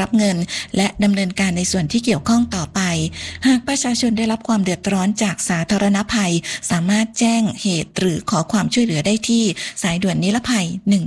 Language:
Thai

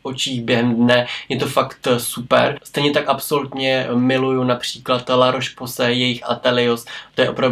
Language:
Czech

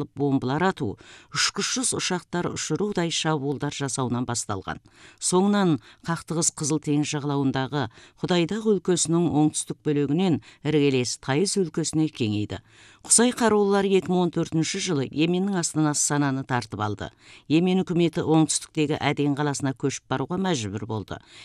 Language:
Kazakh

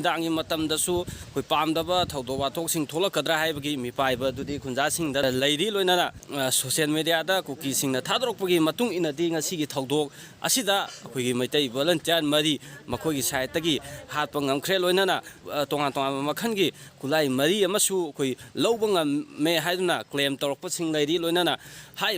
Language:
Manipuri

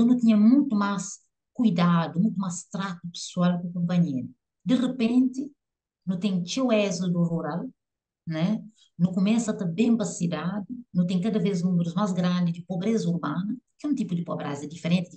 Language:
Kabuverdianu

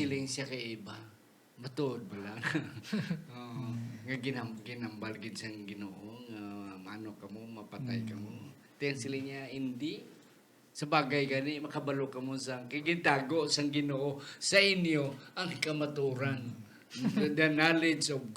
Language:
Hiligaynon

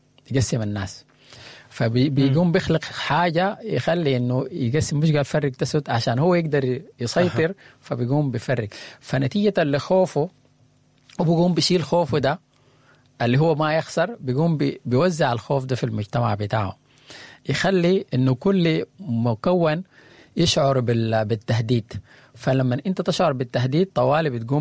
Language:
Sudanese Arabic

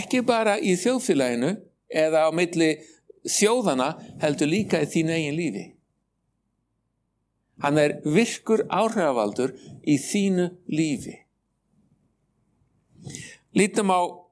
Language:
Icelandic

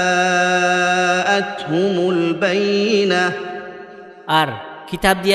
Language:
Rohingya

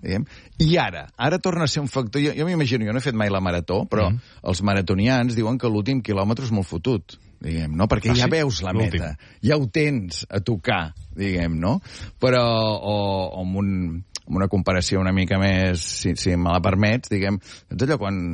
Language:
Catalan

